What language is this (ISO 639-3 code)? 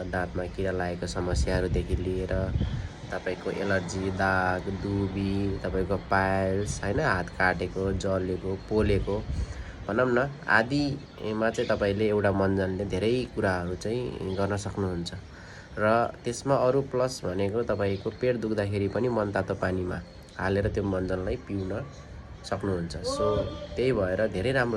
nep